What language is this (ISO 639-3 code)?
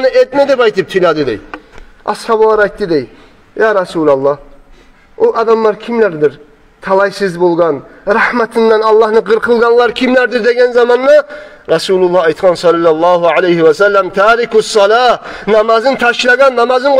kum